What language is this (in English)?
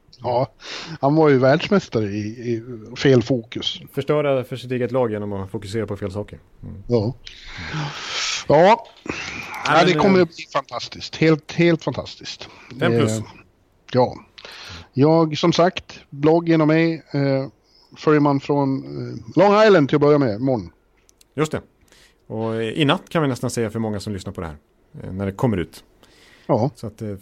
Swedish